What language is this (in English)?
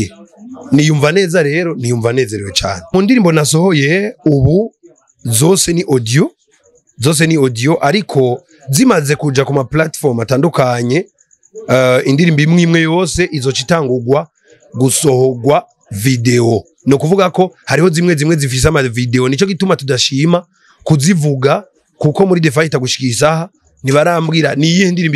Rundi